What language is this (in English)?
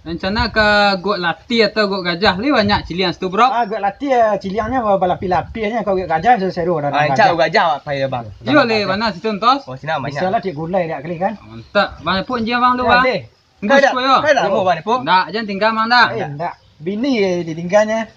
Minangkabau